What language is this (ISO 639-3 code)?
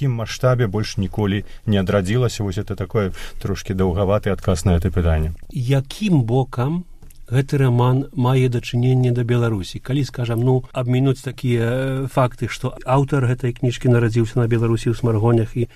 bel